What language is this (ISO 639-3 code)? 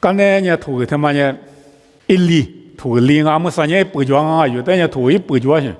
lis